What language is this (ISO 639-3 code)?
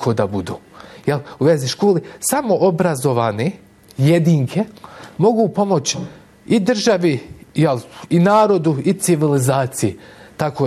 bos